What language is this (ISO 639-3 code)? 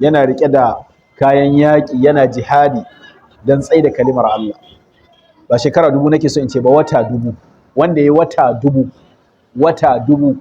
hau